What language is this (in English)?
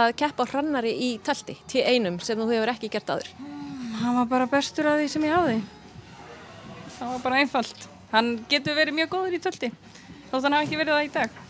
Icelandic